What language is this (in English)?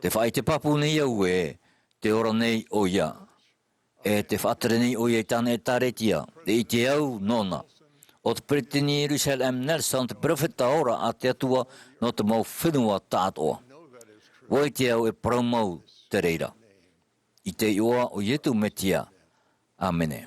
Tahitian